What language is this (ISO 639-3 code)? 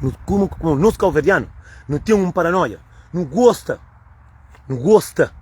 kea